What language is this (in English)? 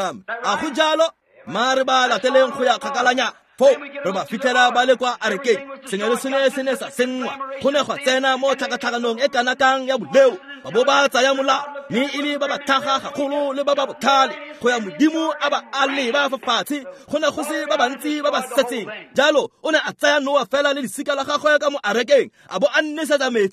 Tswana